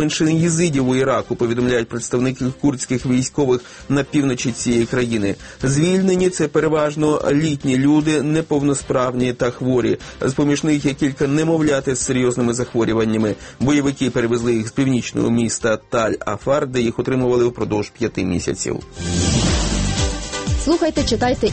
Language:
Ukrainian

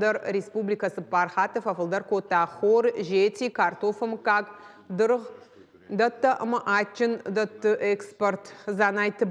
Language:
Ossetic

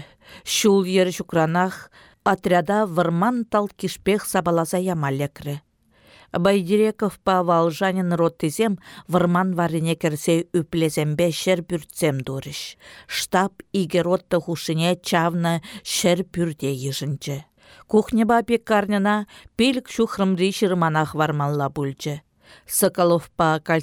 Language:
Chuvash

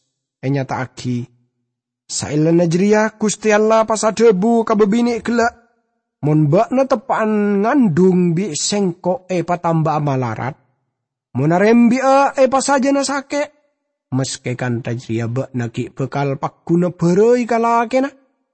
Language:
Madurese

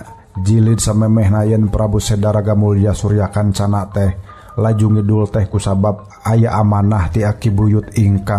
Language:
Sundanese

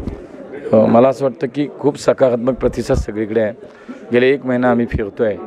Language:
Marathi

